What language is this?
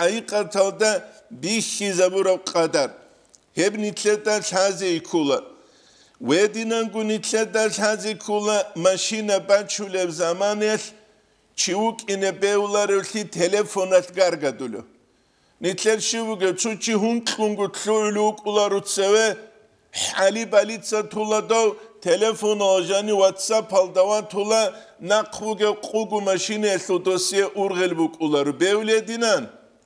Avaric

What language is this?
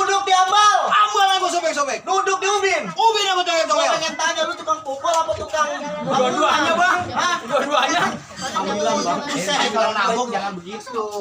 Betawi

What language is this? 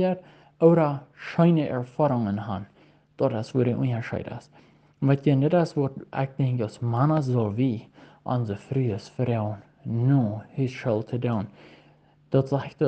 Plautdietsch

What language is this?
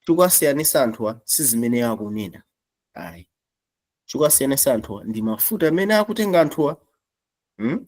Nyanja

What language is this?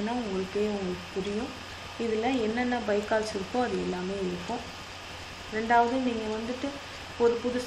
Tamil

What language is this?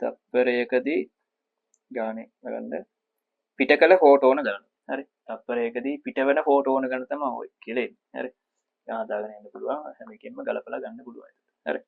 Sinhala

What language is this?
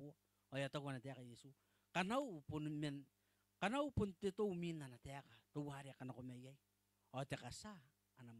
Gilbertese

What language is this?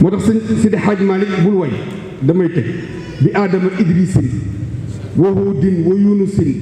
Wolof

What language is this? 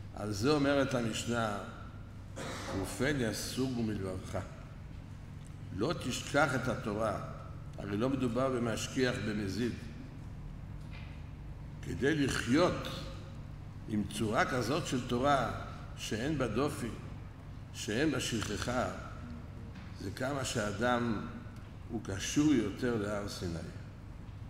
Hebrew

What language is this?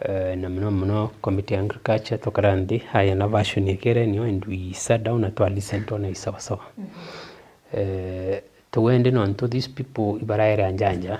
Meru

